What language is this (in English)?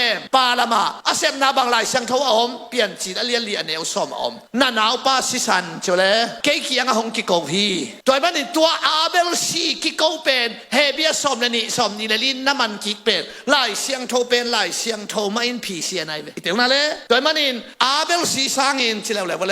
Tedim Chin